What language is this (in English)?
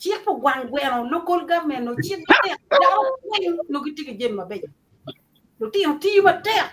Acoli